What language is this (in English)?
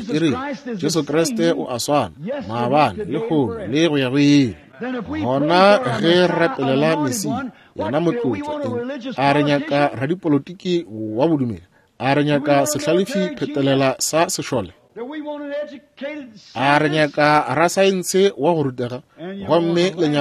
Northern Sotho